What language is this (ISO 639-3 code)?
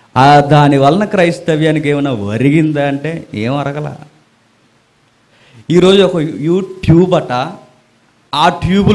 tel